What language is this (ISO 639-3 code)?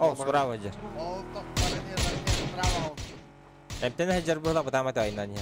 sah